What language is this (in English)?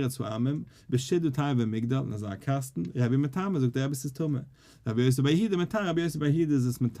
Yiddish